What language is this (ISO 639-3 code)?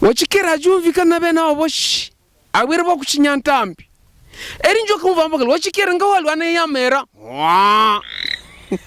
hav